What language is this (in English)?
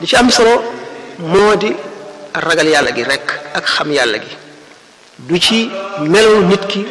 Wolof